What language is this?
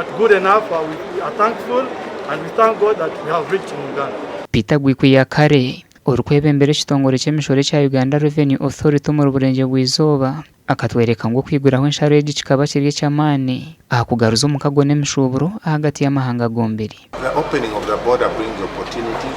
Nyankole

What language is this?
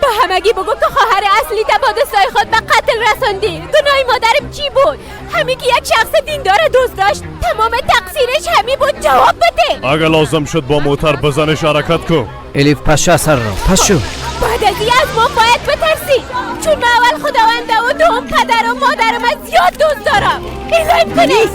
Persian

